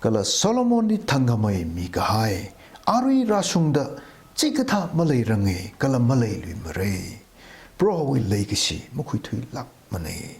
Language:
Tangkhul Naga (India)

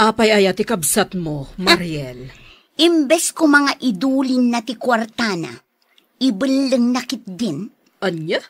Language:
Iloko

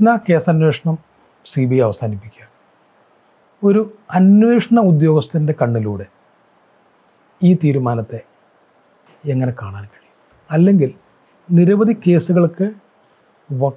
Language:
Malayalam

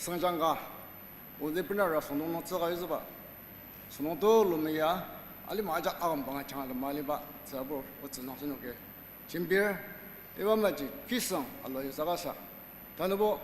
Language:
Ao Naga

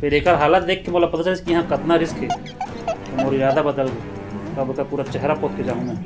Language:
Chhattisgarhi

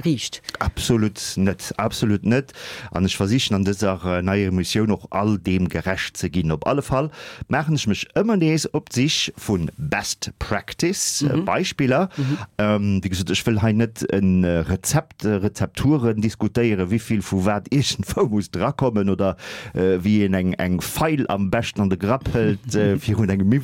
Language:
Luxembourgish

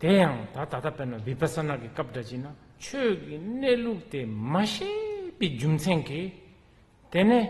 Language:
Tibetan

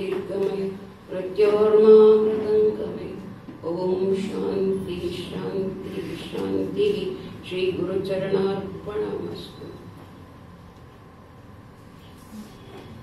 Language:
Kannada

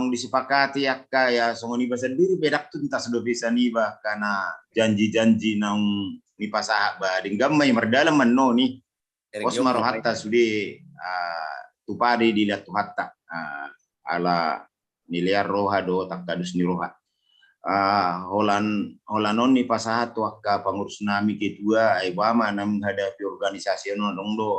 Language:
Batak Toba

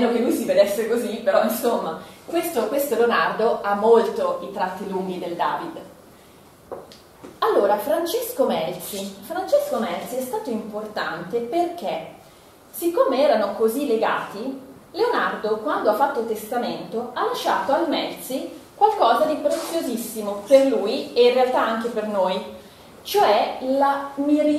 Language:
Italian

